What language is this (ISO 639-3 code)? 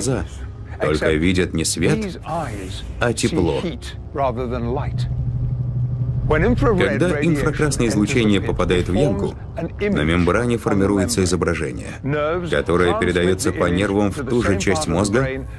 rus